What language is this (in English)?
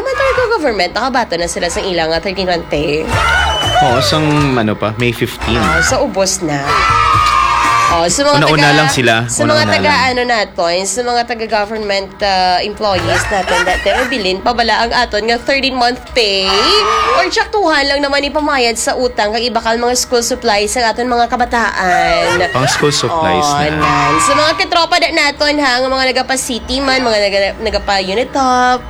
Hiligaynon